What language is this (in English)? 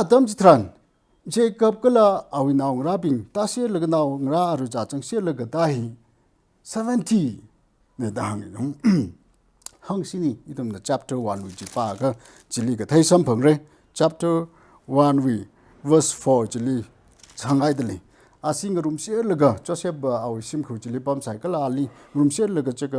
Tangkhul Naga (India)